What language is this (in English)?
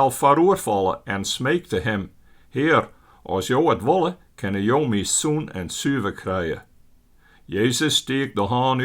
Western Frisian